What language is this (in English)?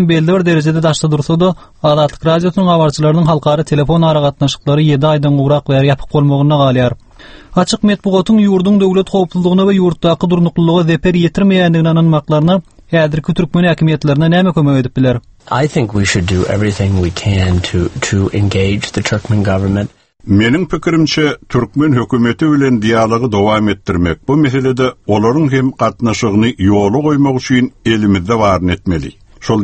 Turkmen